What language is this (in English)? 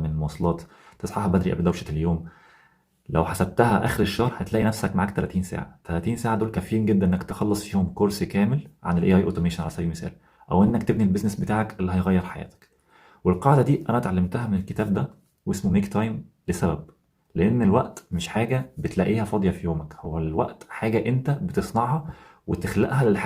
Egyptian Arabic